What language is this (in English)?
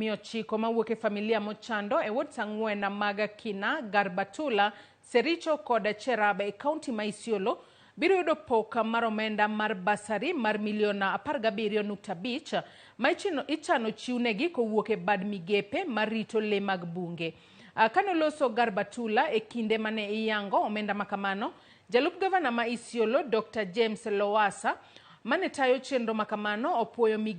Luo (Kenya and Tanzania)